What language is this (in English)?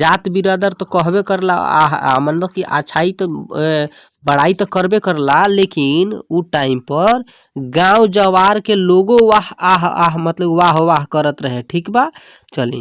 Bhojpuri